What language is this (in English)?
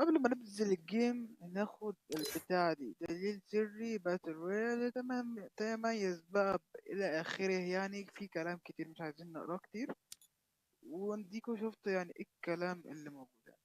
Egyptian Arabic